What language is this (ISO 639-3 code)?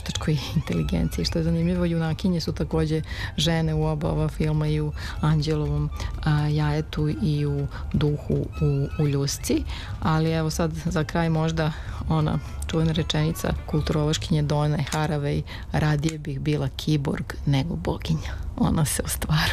srp